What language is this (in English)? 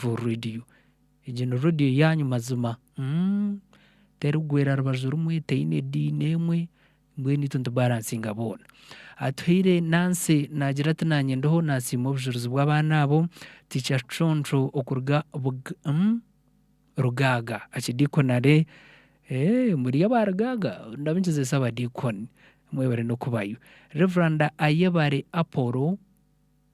Nyankole